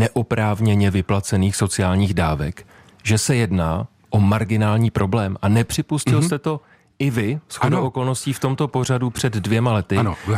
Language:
Czech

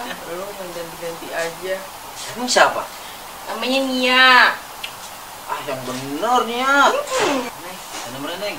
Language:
Betawi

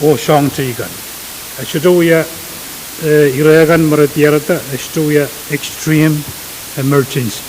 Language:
Pohnpeian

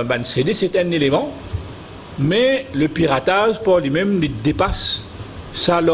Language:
Morisyen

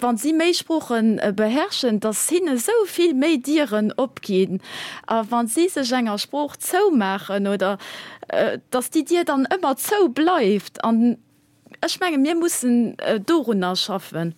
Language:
Luxembourgish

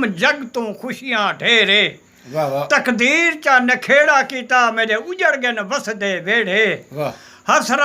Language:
Saraiki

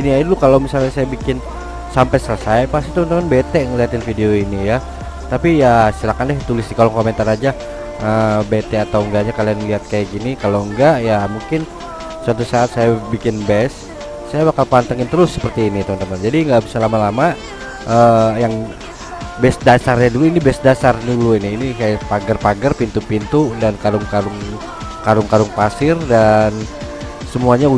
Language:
Indonesian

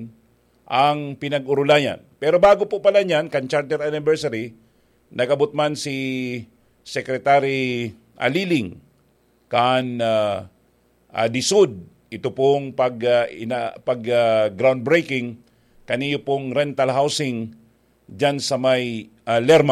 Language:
Bikol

